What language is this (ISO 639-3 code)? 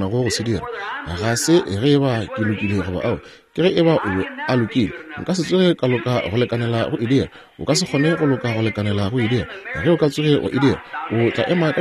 nso